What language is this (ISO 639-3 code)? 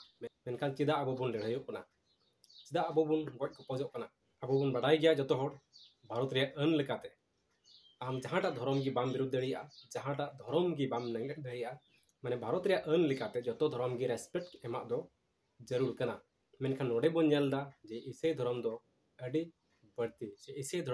sat